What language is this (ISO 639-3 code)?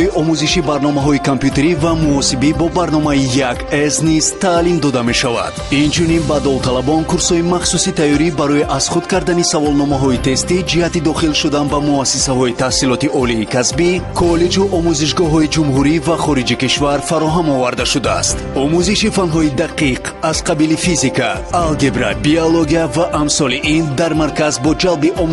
tgk